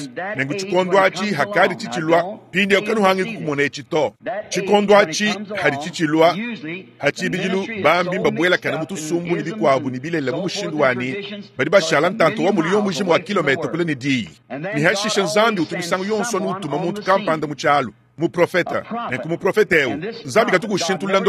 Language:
Luba-Lulua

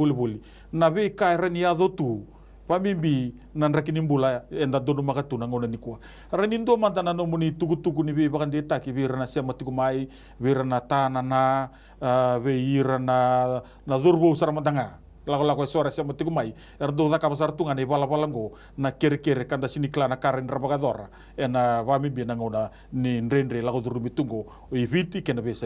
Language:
Fijian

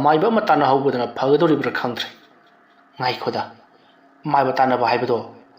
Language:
Manipuri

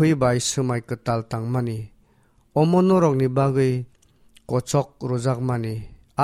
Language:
Kok Borok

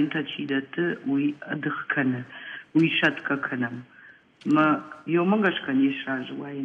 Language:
Ossetic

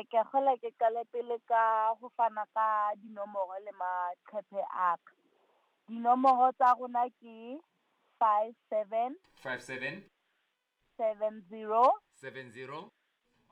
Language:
Southern Sotho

